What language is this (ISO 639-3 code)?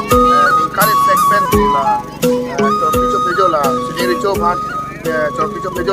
mjw